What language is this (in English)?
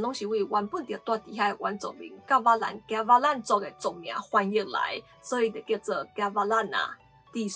Min Nan Chinese